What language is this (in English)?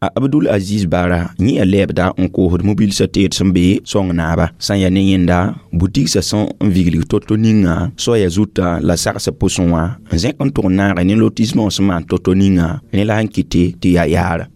Mossi